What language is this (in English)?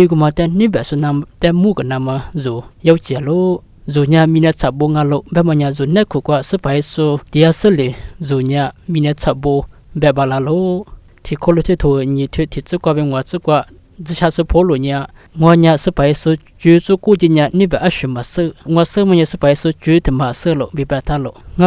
Lisu